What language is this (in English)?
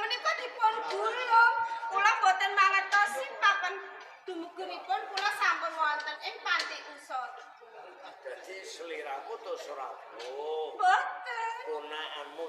Javanese